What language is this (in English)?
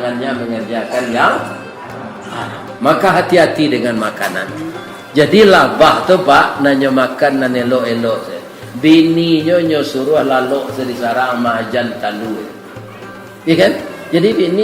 Minangkabau